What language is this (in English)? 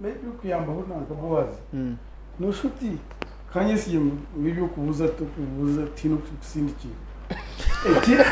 Nyankole